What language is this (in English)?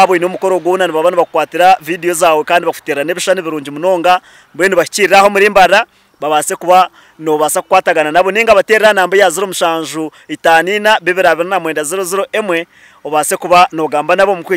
Nyankole